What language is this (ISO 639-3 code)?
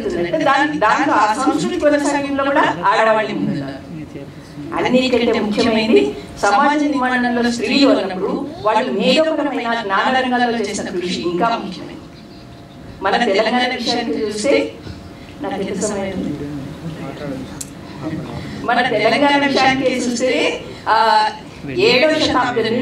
tel